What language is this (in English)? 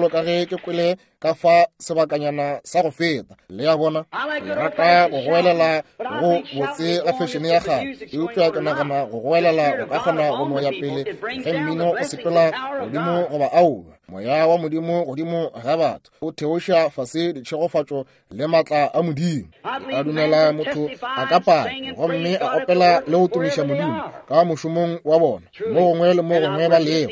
Northern Sotho